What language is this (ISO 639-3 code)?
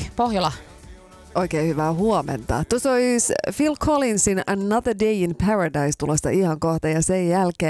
fin